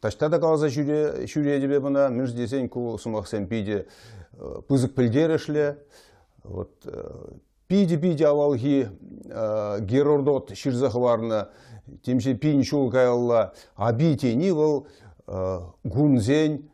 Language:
Chuvash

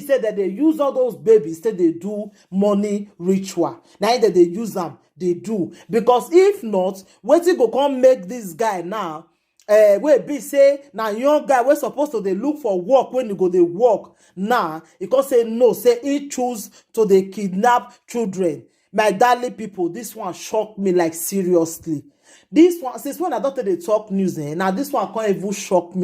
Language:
Nigerian Pidgin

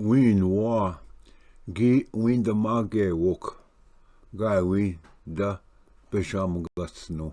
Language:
Ojibwa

